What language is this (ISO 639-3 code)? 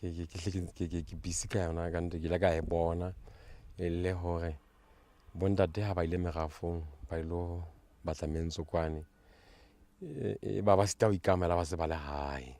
sot